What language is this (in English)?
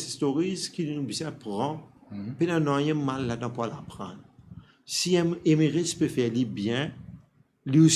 Morisyen